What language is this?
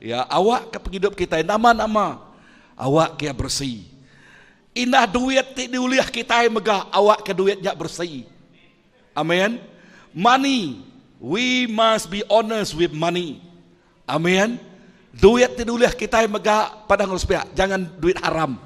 Iban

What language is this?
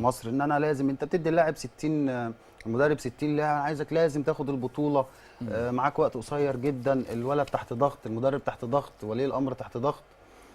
Egyptian Arabic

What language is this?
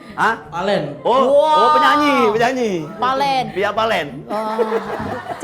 Musi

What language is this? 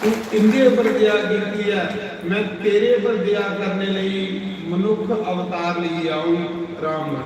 Dogri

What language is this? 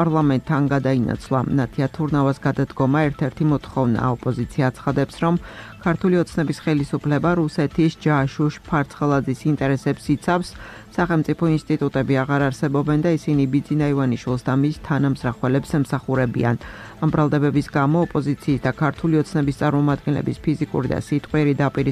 Georgian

